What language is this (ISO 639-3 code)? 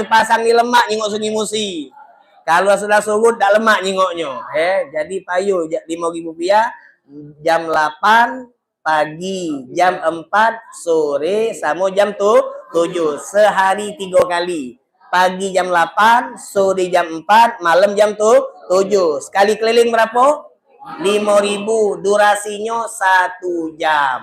mui